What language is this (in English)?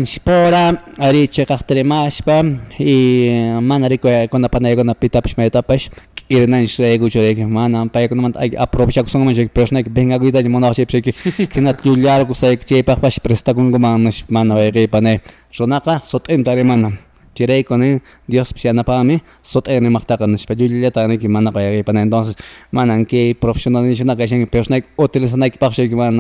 Quechua